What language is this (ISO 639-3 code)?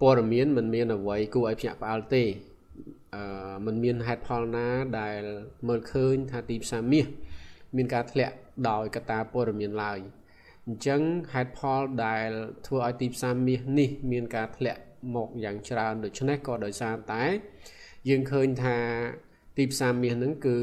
khm